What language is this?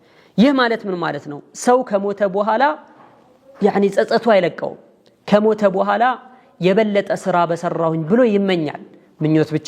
Amharic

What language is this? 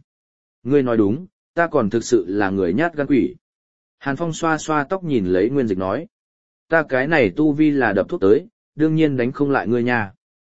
Vietnamese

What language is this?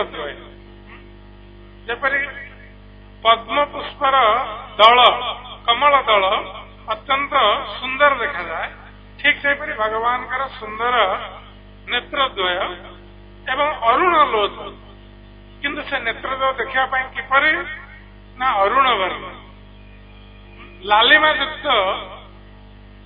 Odia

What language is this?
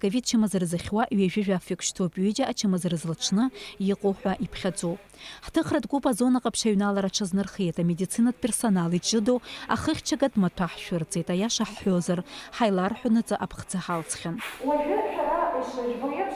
Abkhazian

